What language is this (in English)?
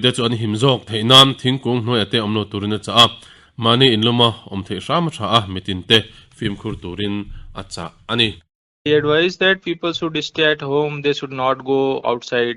Mizo